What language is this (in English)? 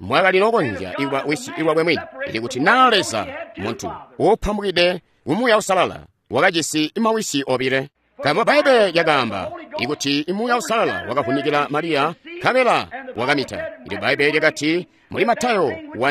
Tonga (Zambia)